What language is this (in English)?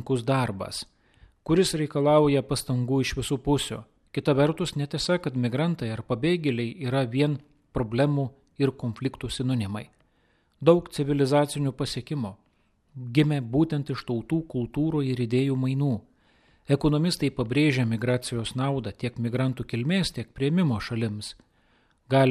Lithuanian